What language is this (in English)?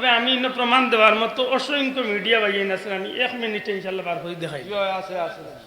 Sylheti